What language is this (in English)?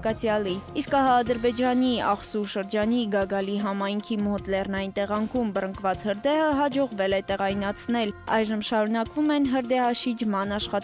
Armenian